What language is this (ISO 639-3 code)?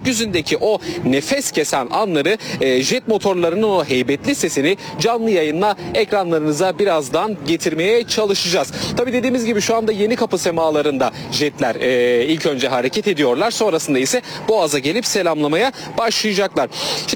tur